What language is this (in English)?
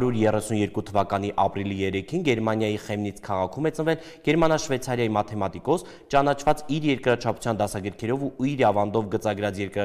Armenian